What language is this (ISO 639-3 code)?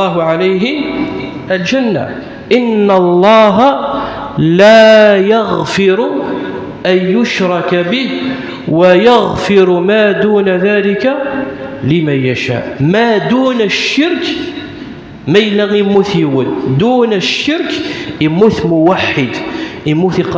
kab